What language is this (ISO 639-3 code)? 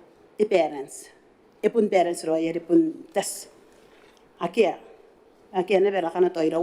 gil